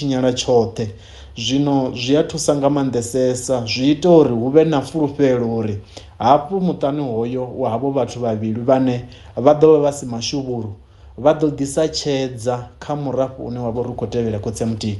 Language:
Venda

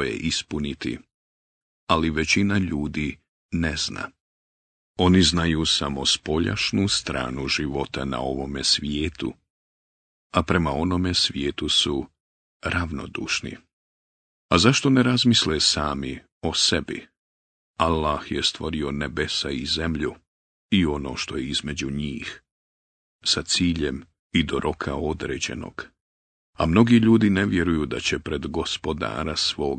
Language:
Bosnian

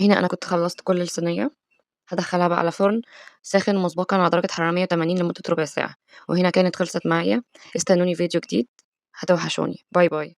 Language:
Egyptian Arabic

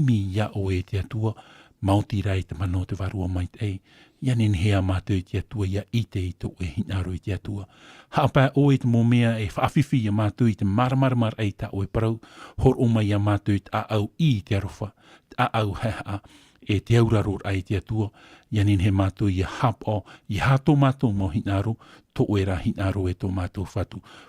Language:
Tahitian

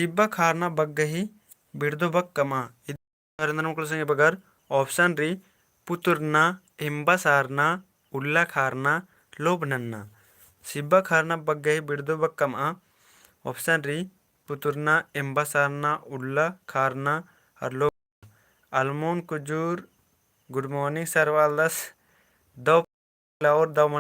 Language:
Kurukh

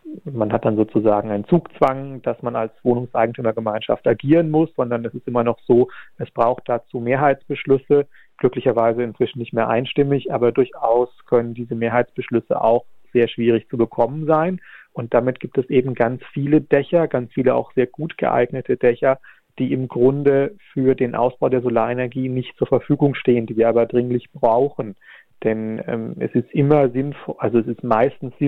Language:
German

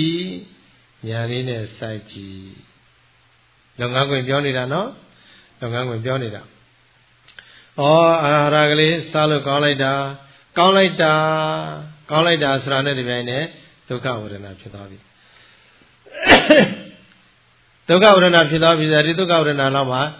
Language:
Burmese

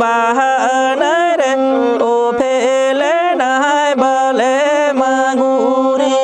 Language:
Santali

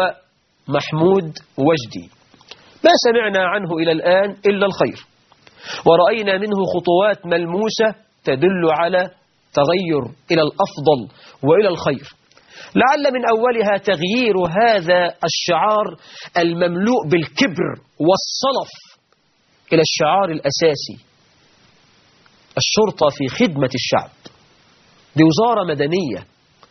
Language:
Arabic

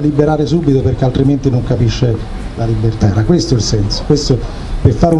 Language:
Italian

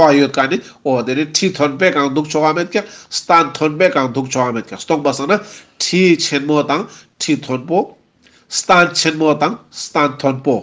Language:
Ladakhi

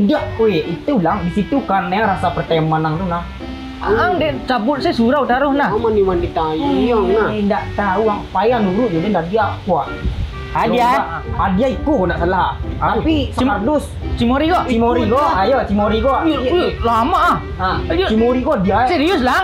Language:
Minangkabau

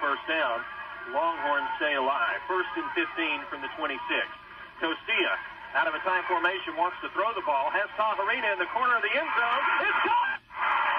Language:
English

